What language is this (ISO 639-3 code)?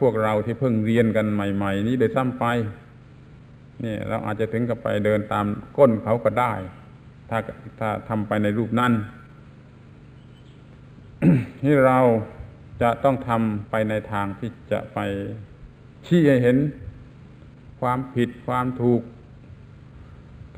tha